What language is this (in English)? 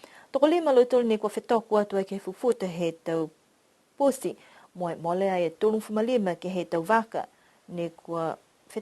Niuean